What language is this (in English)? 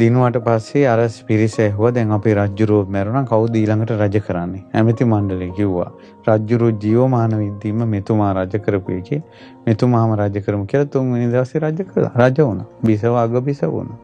Sinhala